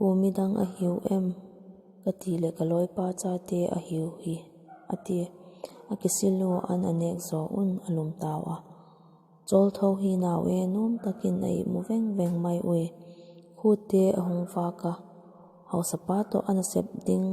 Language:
Vaiphei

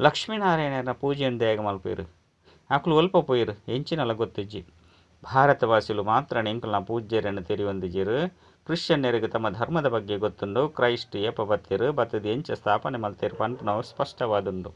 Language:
Tulu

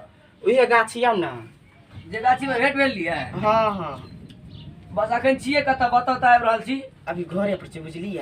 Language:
Maithili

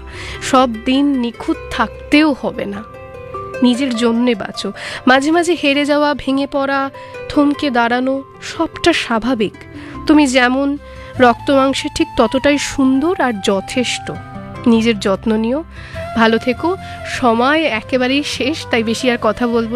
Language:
Bangla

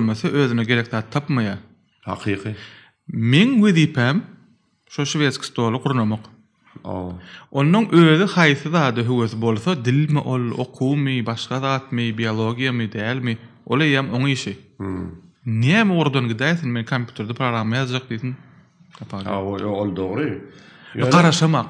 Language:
Turkmen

